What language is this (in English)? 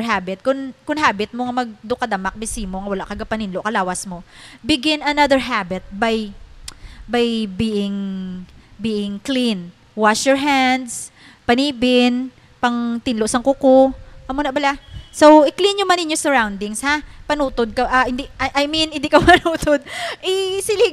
Hiligaynon